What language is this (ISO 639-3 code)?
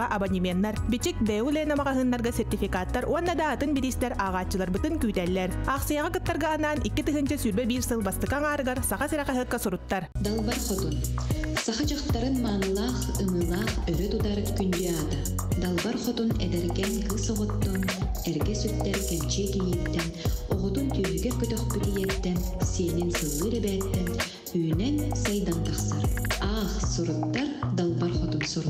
sah